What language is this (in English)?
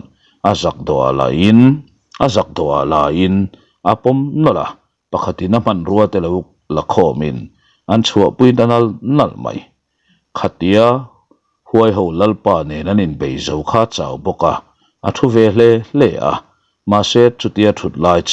Mizo